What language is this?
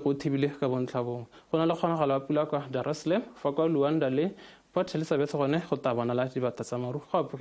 Tswana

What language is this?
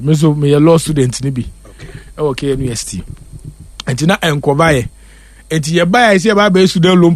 Akan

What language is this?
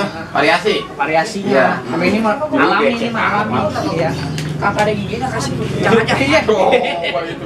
Betawi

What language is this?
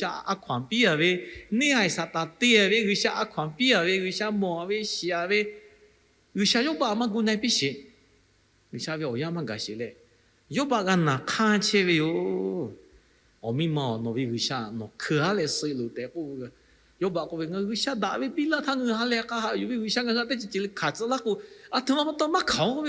Lahu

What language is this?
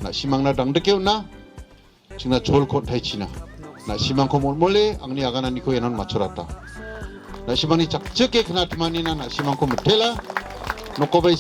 Garo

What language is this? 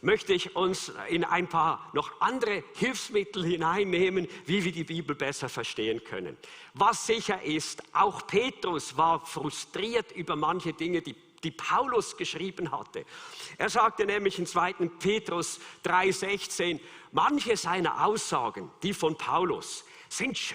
Swiss German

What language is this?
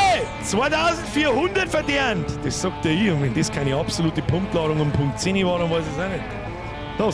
Bavarian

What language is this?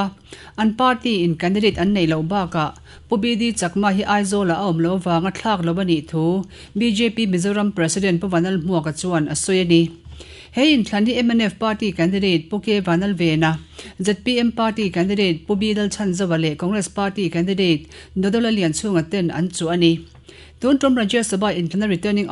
Mizo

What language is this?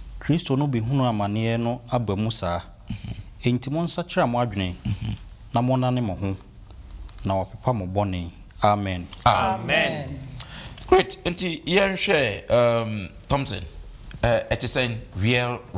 Akan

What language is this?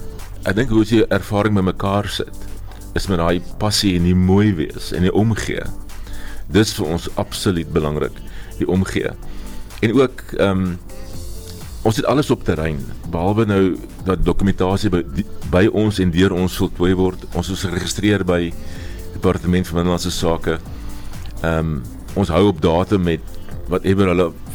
Afrikaans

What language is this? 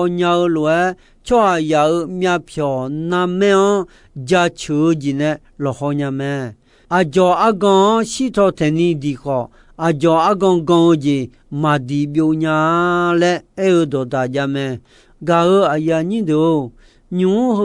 Akha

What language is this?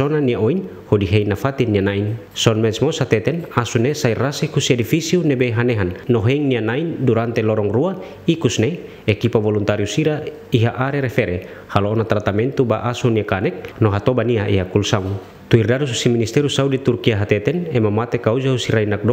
Tetum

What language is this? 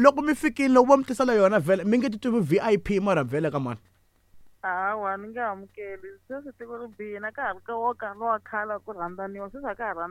Tsonga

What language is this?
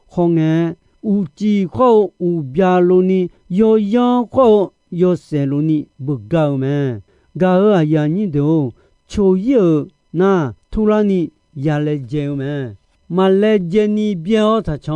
Akha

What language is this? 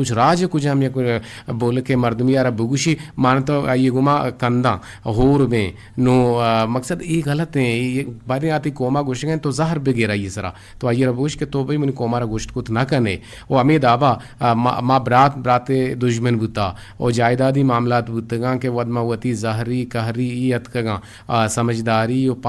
Eastern Balochi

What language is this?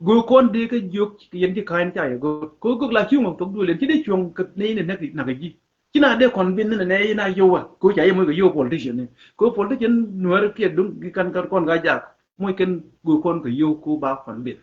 Nuer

